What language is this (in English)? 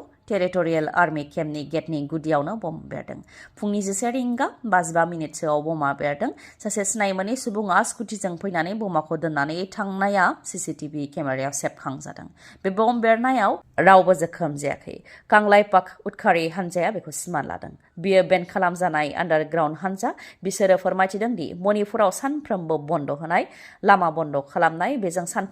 Bodo